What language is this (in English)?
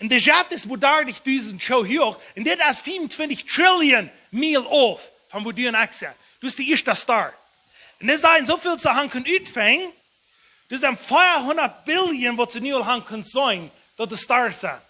Plautdietsch